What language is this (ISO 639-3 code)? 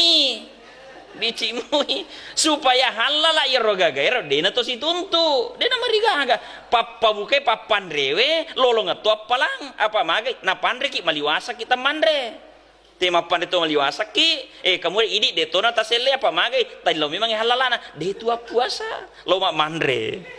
bug